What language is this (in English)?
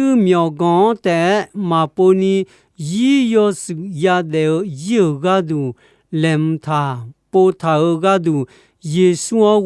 Akha